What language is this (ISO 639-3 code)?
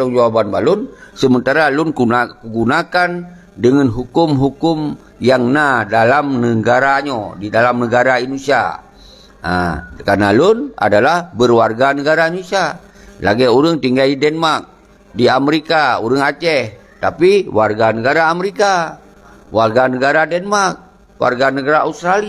ace